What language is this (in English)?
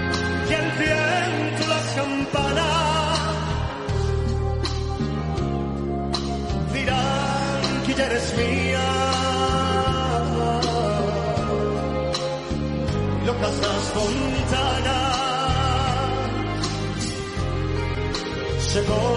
Spanish